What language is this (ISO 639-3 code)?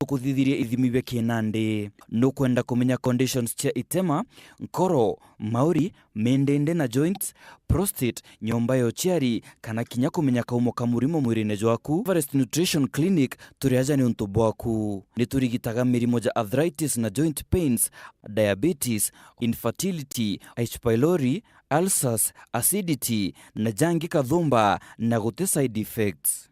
mer